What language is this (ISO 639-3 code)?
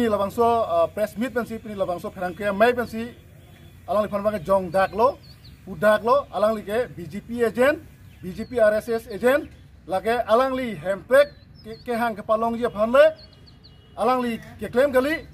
mjw